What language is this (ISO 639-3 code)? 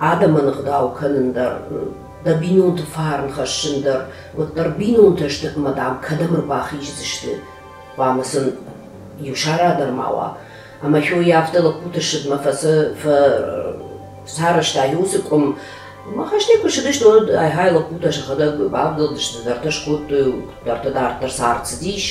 oss